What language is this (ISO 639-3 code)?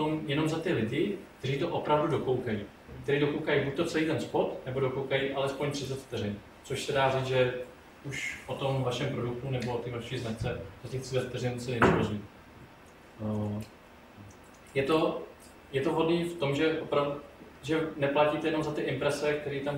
ces